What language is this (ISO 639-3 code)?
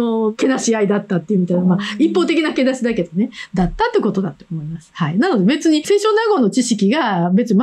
jpn